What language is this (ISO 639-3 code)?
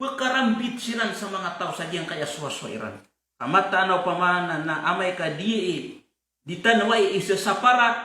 mrw